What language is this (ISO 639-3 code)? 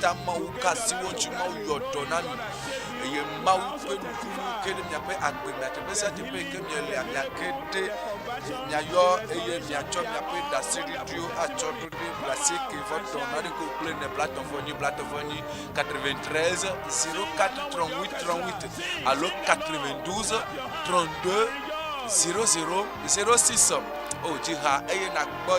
ewe